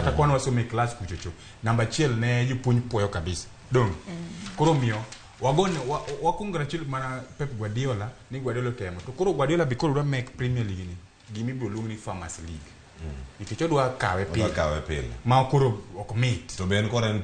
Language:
Luo (Kenya and Tanzania)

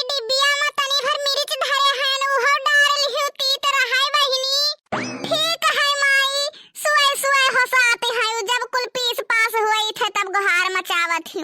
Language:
Awadhi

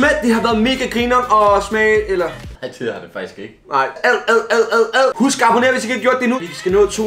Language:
Danish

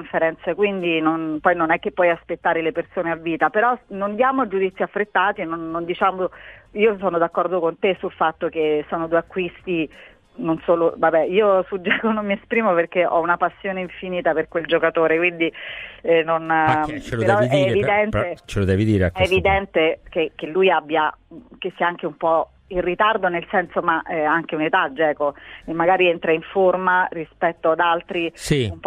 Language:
Italian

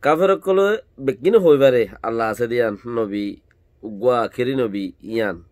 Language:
Rohingya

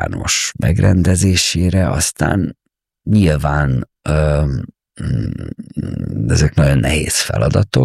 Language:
Hungarian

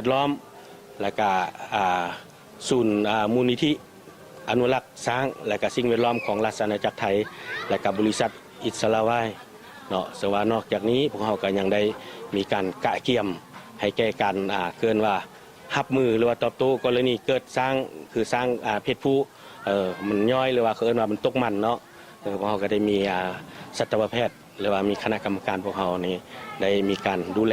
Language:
Lao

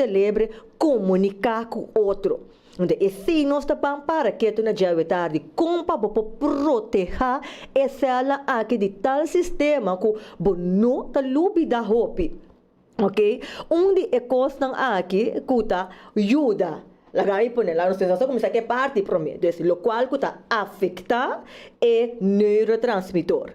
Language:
Papiamento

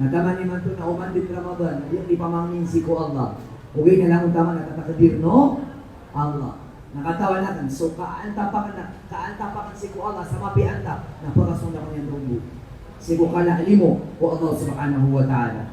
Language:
Maranao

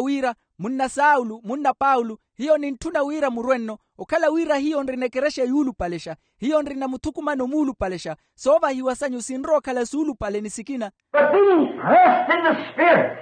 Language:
Makhuwa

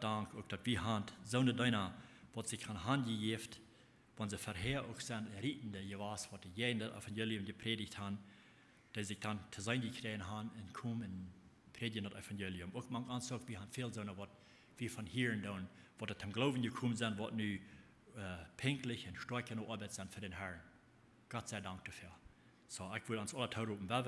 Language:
Plautdietsch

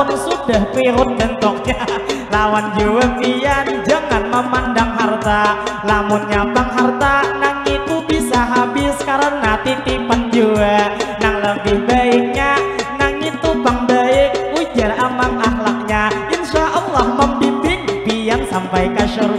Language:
Banjar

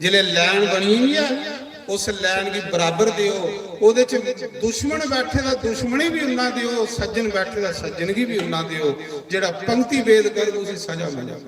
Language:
Dogri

